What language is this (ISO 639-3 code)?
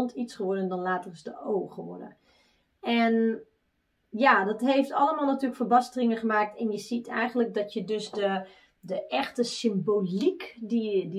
nld